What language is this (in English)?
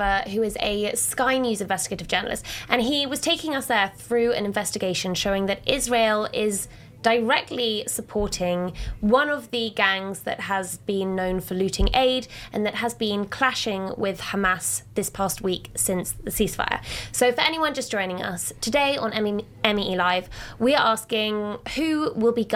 English